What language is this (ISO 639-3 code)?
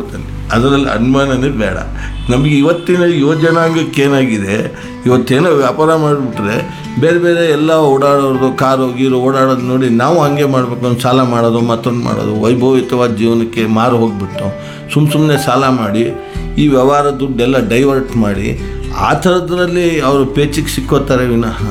kan